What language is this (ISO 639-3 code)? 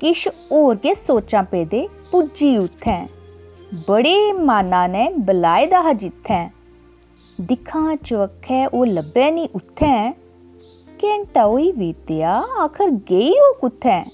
doi